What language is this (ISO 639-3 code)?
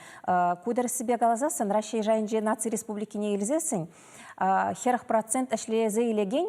chv